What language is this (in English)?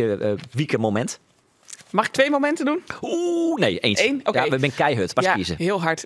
Western Frisian